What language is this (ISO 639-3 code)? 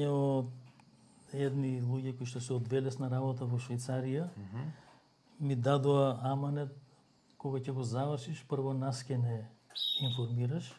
mkd